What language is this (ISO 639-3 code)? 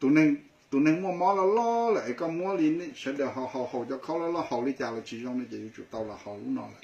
hmn